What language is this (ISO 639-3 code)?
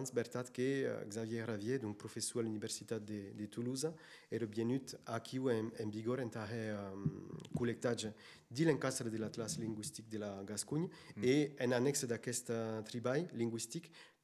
oci